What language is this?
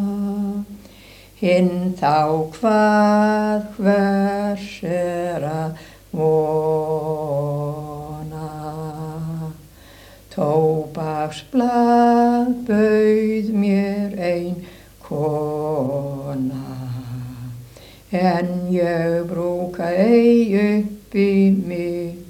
Icelandic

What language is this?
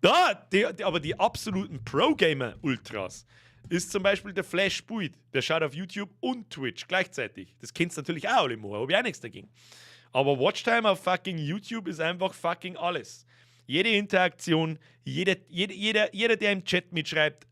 Bavarian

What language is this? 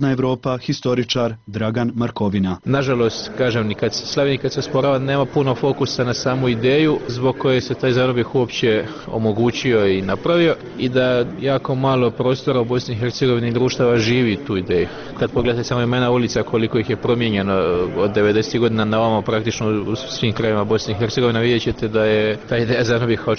Bosnian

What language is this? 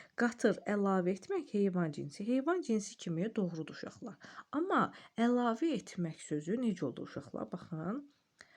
Azerbaijani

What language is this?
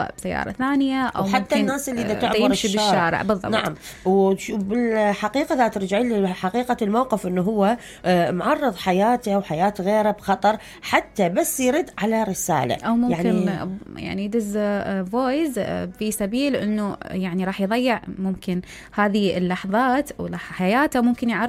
Mesopotamian Arabic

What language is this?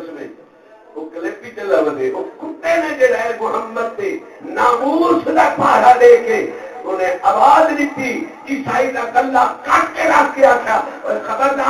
Saraiki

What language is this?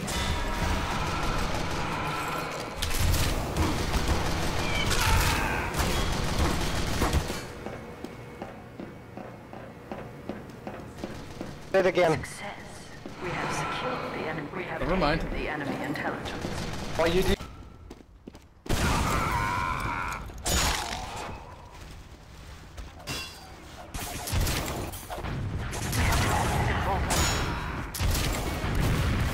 English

